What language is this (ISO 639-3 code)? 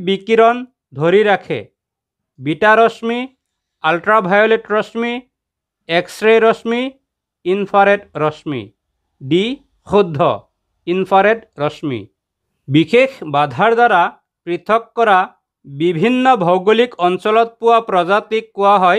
asm